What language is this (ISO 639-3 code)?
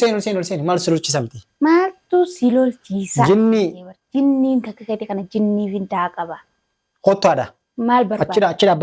orm